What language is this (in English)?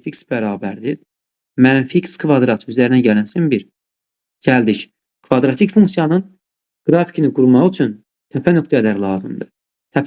Azerbaijani